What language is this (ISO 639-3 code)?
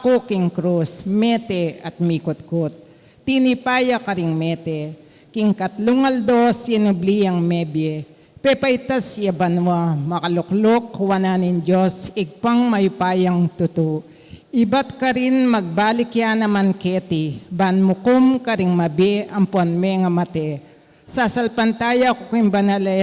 pam